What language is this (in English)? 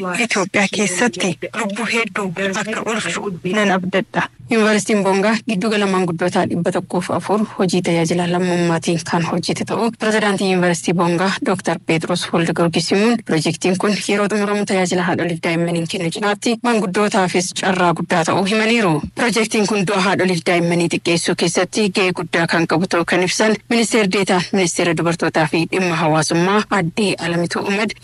Oromo